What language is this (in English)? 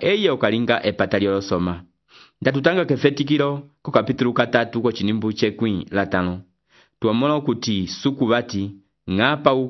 Umbundu